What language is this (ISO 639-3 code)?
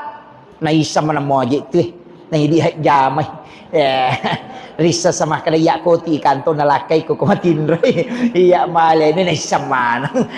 bug